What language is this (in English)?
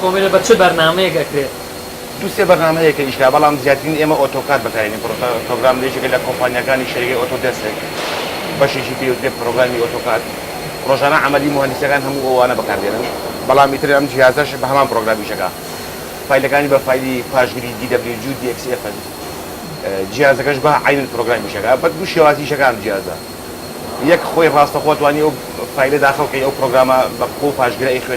Central Kurdish